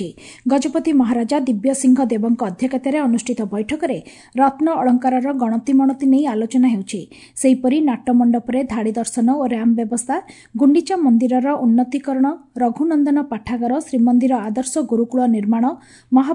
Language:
Odia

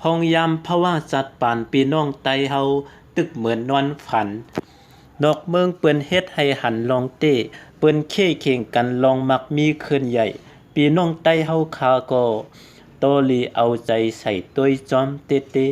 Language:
Shan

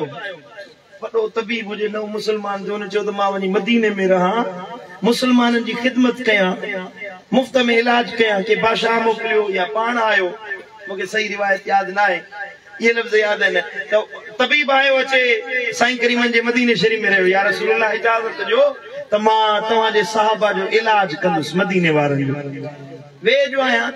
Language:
Sindhi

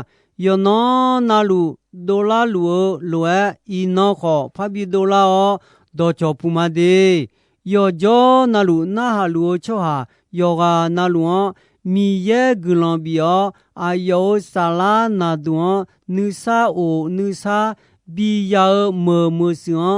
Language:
Akha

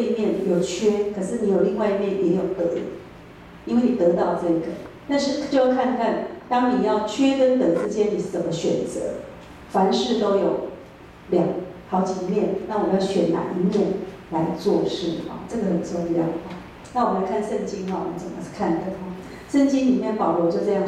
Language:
Chinese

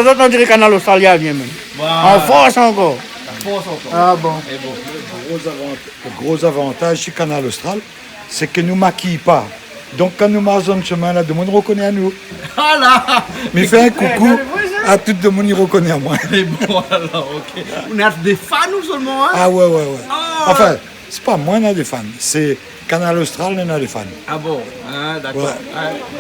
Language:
Réunion Creole French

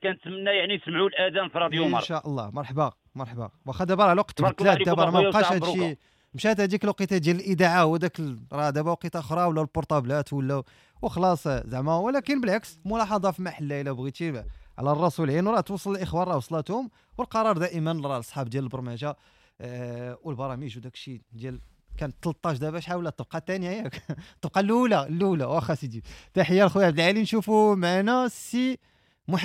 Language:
Moroccan Arabic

